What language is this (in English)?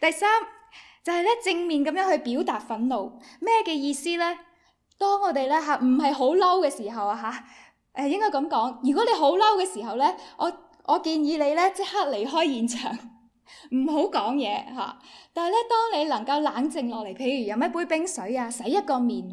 Cantonese